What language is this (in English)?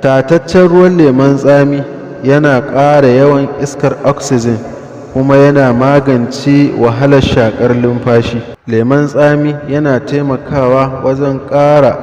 Hausa